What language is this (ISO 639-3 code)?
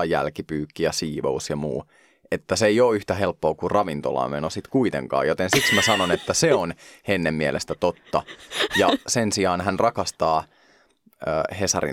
fin